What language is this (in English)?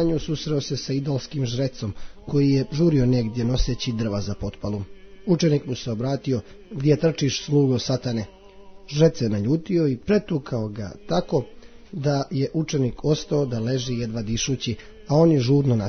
Croatian